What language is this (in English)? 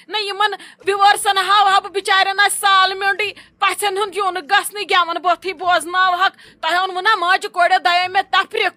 Kashmiri